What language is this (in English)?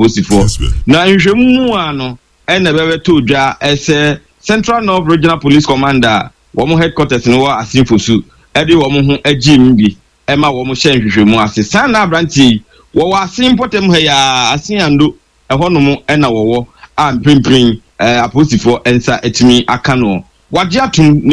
Akan